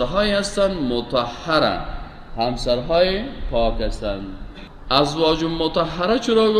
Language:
Tajik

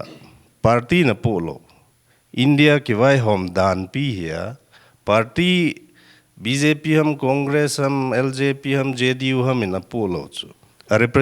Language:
Paite Chin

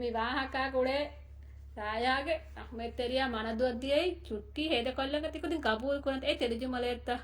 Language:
Divehi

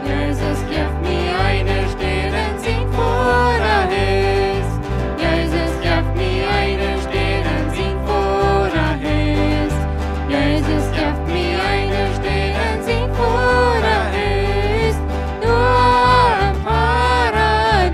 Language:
Plautdietsch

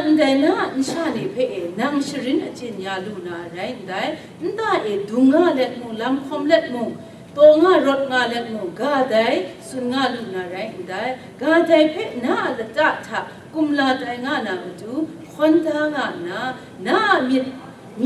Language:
Kachin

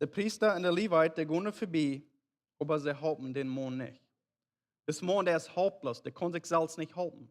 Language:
Plautdietsch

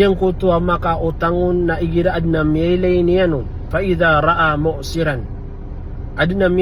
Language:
Maranao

